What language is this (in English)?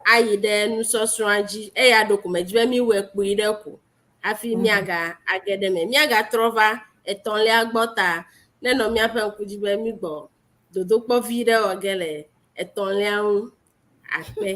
Ewe